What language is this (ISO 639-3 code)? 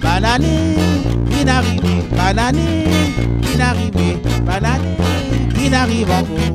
rcf